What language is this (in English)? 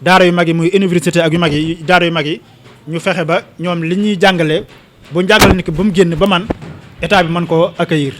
Wolof